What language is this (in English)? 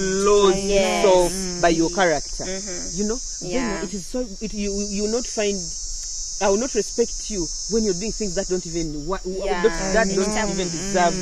Nyoro